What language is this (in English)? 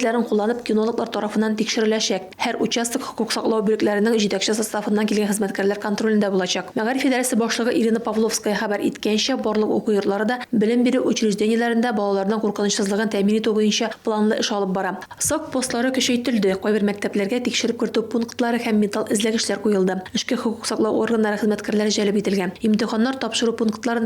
Tatar